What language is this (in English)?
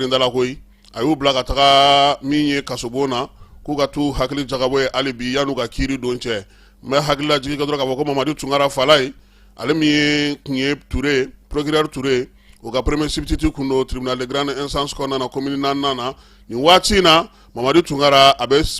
Bambara